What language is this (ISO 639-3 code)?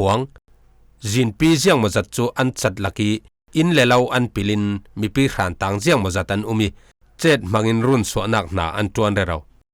cfm